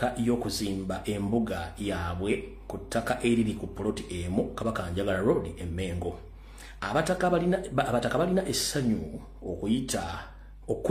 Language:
Ganda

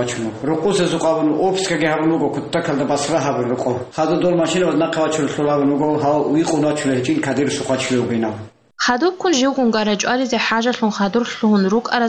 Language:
Avaric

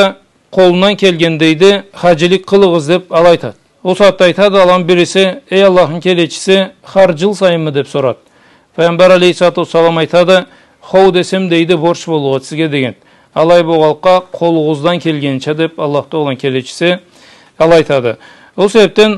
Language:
Karachay-Balkar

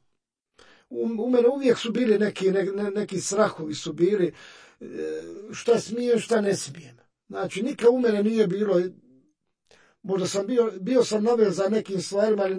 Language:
Croatian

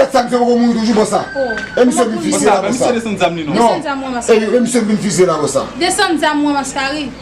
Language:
Haitian Creole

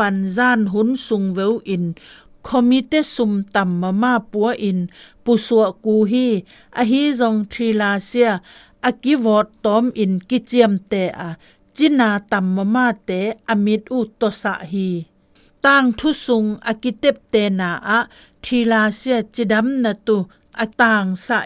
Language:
Zou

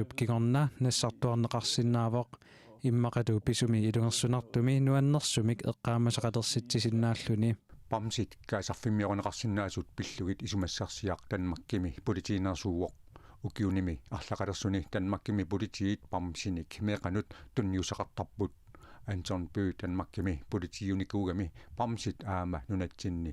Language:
Kalaallisut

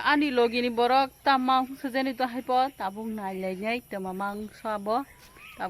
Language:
Kok Borok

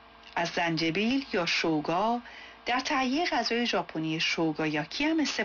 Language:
Persian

